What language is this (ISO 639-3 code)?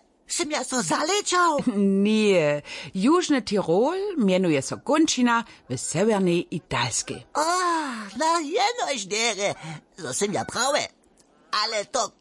hsb